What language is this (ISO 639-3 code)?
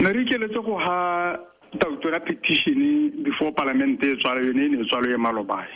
tsn